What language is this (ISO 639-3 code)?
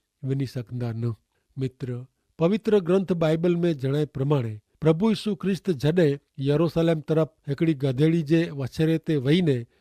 kfr